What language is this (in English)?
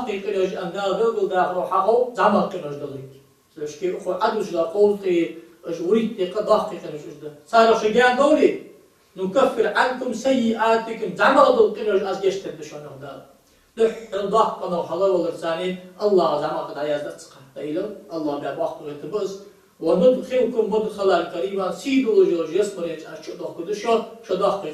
Ingush